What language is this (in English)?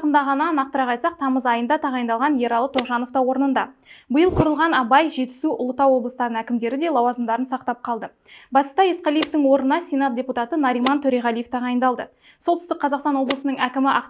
Kazakh